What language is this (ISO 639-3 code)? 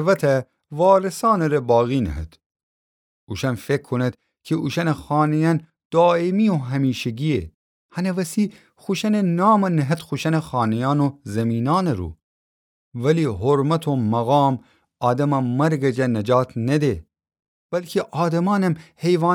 glk